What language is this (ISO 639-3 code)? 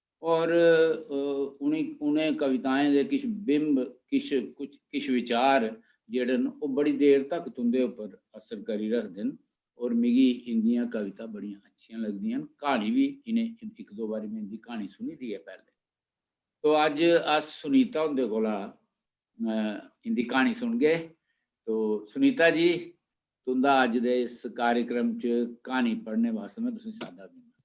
doi